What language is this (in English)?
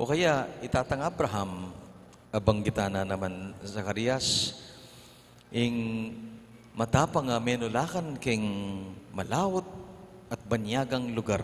Pampanga